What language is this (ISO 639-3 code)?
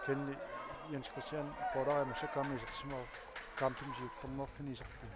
kal